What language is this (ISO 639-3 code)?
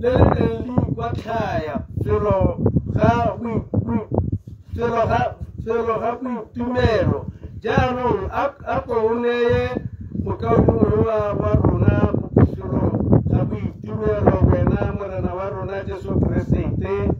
tsn